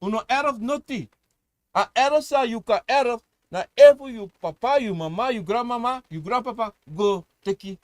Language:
Sranan Tongo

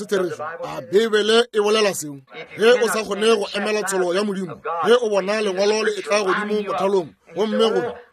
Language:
Northern Sotho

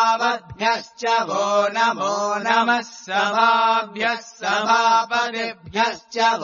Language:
Sanskrit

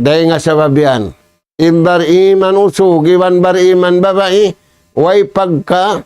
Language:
Tausug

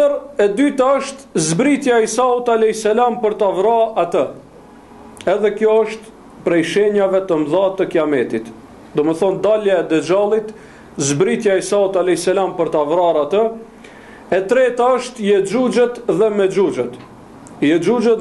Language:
Albanian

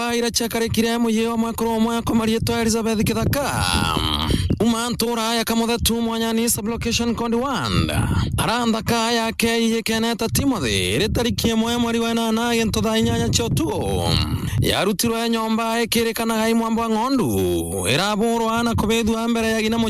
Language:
Meru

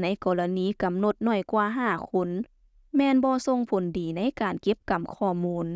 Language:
Lao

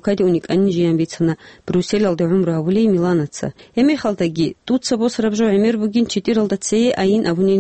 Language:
Avaric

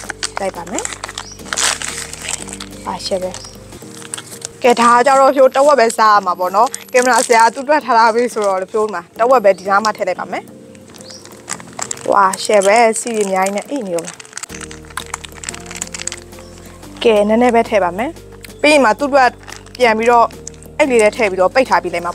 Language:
Burmese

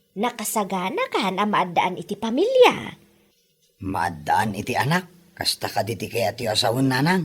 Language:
Iloko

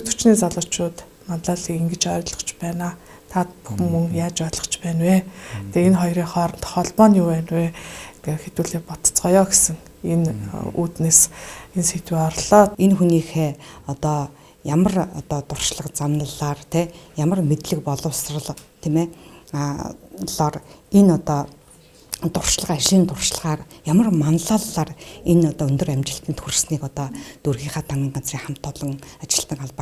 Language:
Mongolian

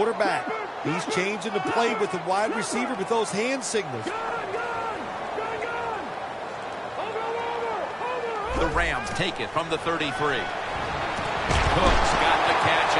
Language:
English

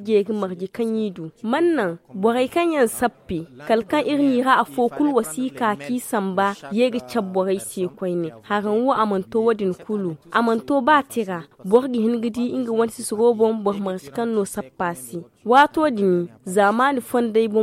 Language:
Zarma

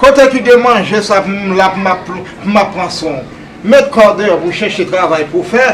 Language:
Haitian Creole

